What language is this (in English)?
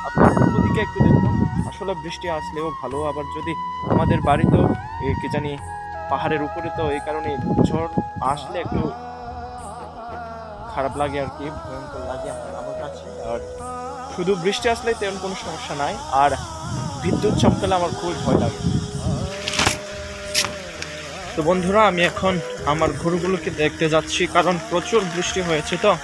Bangla